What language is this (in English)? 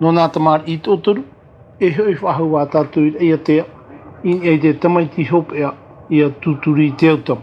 Tahitian